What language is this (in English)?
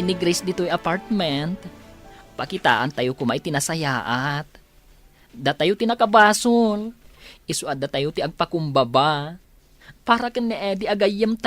Iloko